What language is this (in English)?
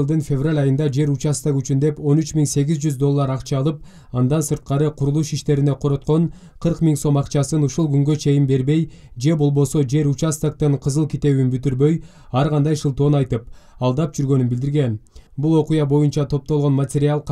Kyrgyz